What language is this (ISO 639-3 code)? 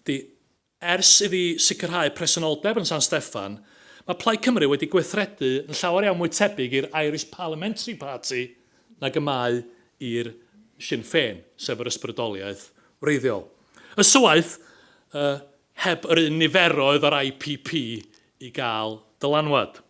cym